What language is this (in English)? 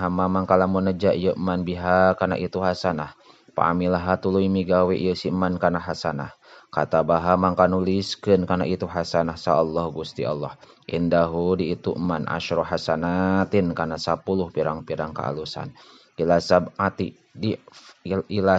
Sundanese